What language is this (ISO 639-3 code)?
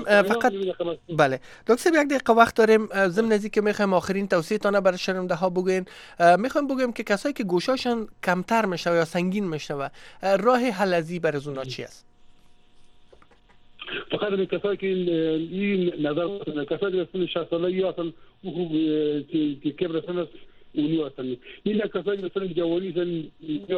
fas